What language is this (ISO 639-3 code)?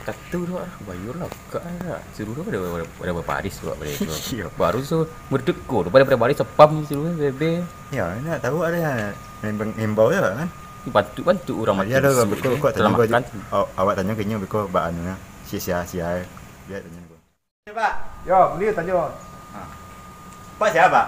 min